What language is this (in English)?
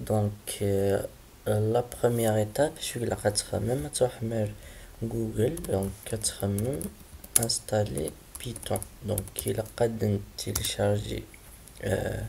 Kabyle